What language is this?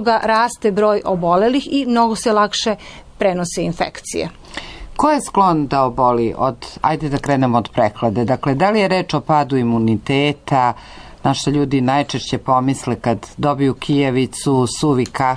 Serbian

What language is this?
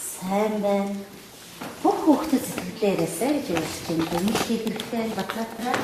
Mongolian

